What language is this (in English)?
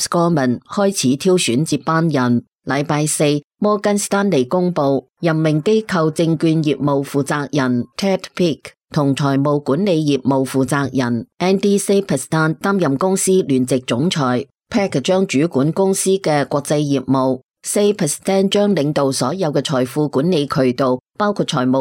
Cantonese